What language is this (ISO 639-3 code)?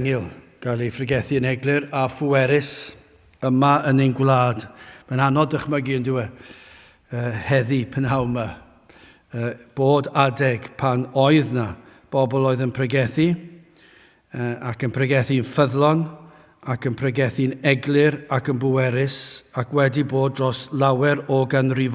cym